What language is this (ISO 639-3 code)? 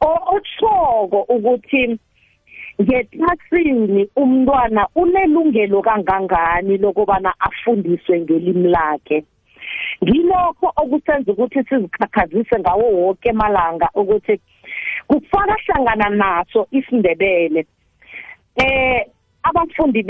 nbl